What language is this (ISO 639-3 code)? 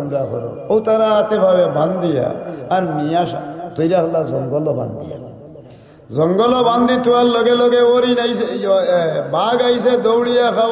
syl